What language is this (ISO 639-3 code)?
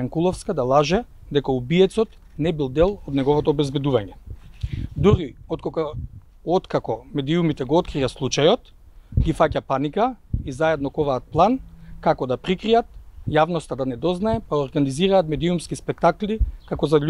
mkd